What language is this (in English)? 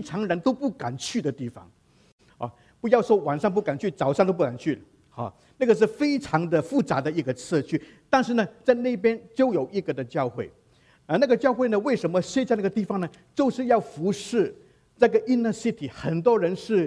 Chinese